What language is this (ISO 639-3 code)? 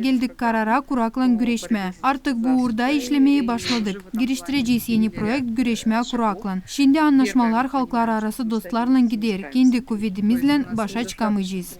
gag